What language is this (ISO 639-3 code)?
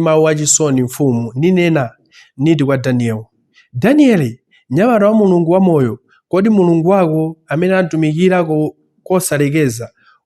nya